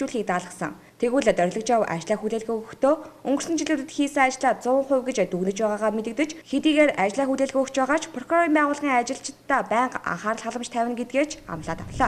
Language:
Mongolian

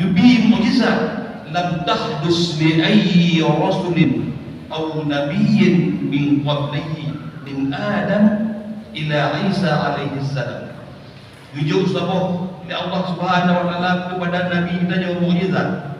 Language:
Achinese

